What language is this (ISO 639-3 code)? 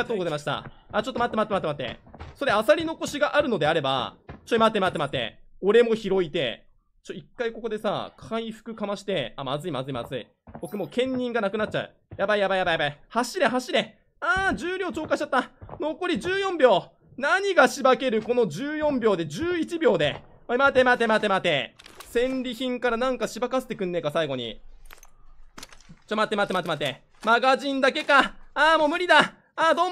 jpn